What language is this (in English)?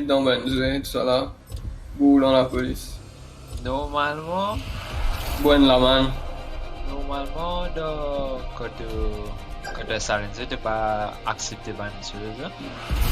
Morisyen